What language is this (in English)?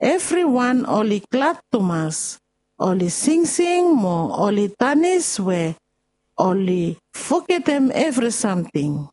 Bislama